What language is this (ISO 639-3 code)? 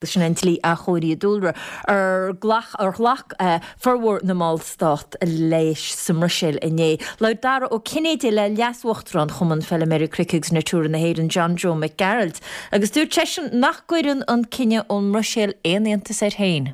gle